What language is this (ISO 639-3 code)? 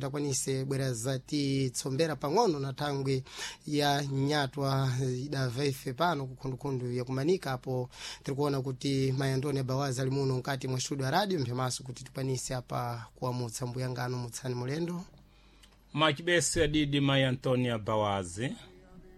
seh